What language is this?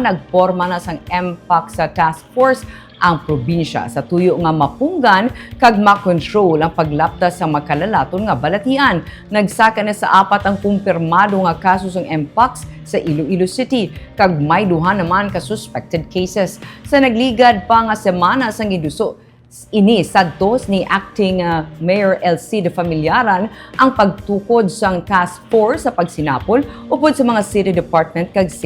Hiligaynon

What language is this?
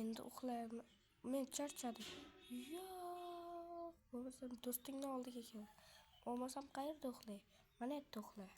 Uzbek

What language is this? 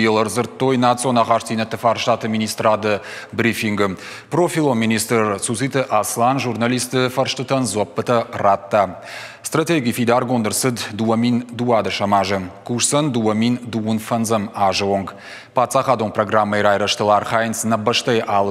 Ossetic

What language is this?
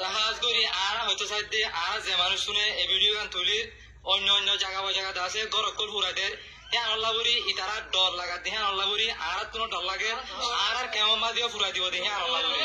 Rohingya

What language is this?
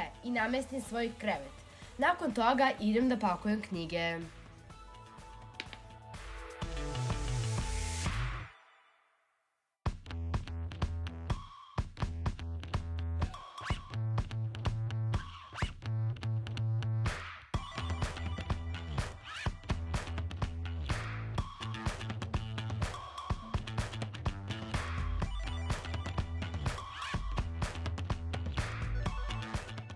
Serbian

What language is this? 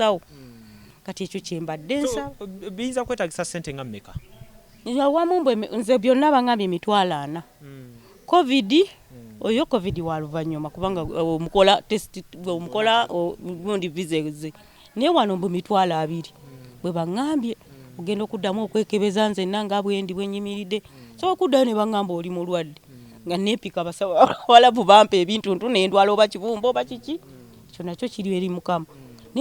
Ganda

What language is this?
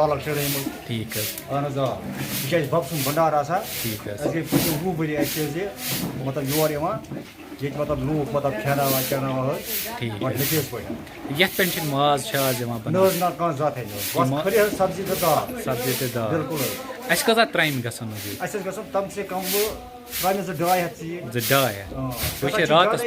Kashmiri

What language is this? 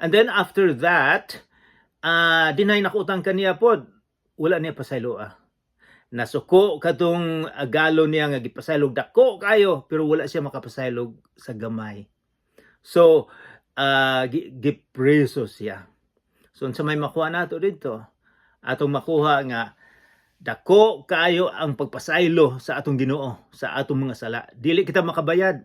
Cebuano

